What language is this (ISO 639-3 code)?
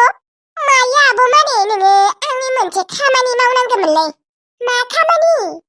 brx